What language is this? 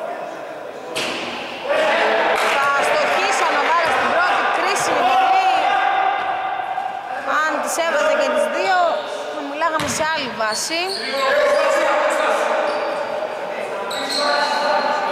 Greek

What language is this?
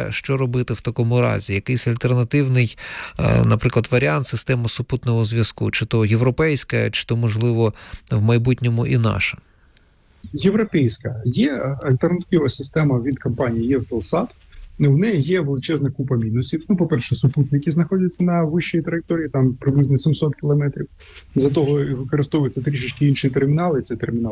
Ukrainian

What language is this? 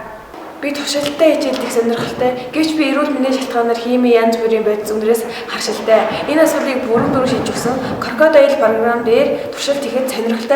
Mongolian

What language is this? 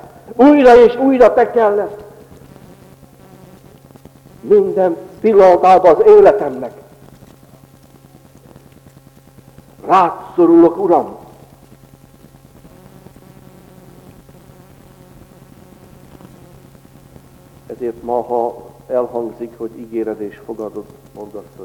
Hungarian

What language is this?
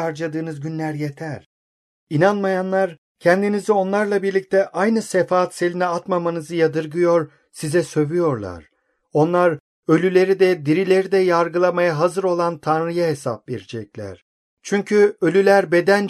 Turkish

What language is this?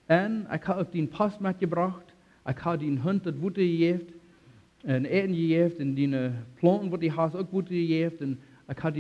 Plautdietsch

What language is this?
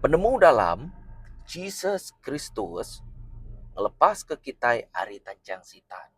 Iban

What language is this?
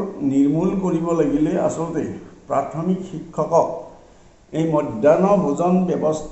Assamese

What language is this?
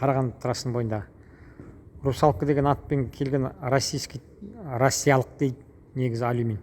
Kazakh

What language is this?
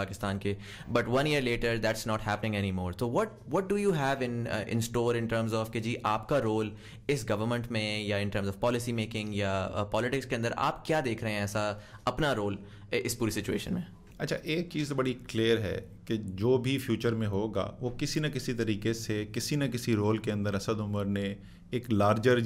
Urdu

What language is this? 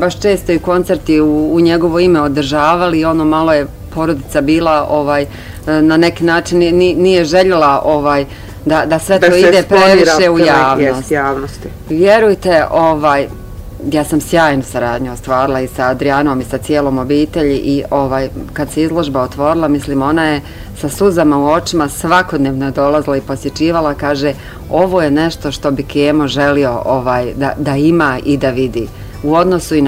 Bosnian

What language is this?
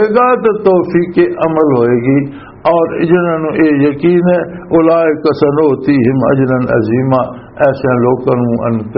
Western Panjabi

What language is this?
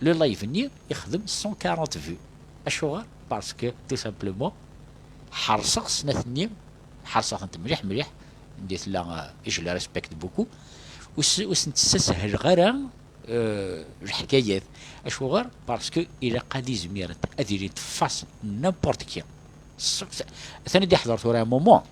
Kabyle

